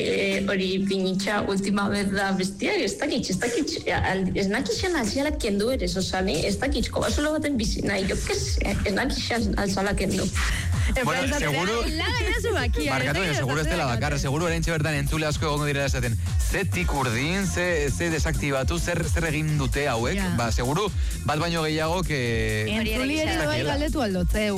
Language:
Basque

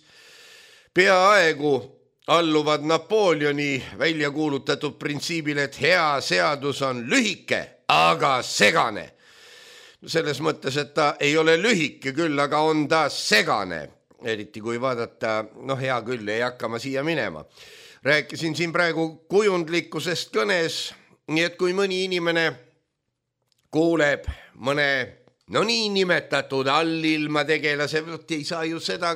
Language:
Estonian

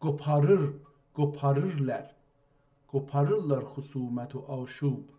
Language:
South Azerbaijani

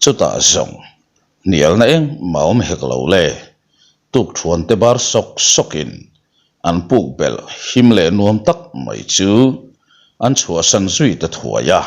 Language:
Mizo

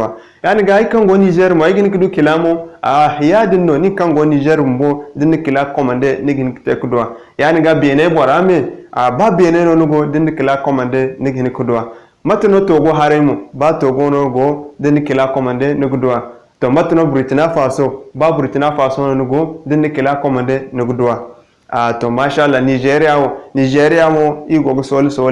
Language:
Zarma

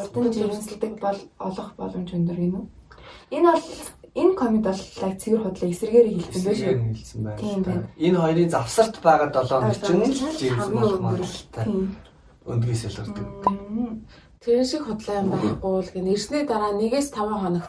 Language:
Mongolian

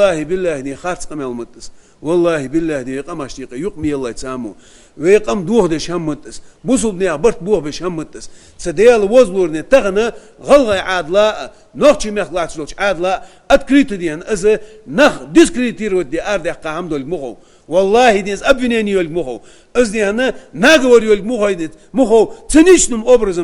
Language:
Ingush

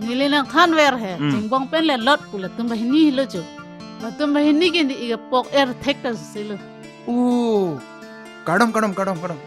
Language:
Karbi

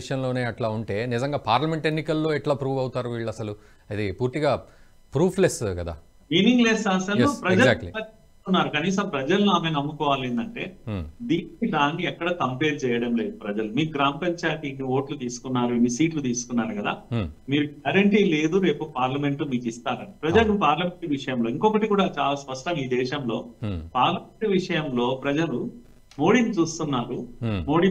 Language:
Telugu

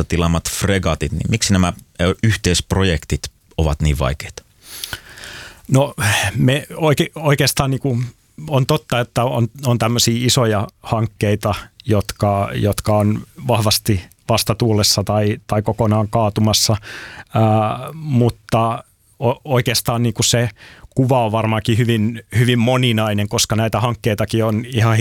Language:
Finnish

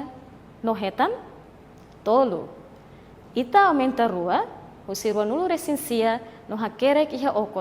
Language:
Tetum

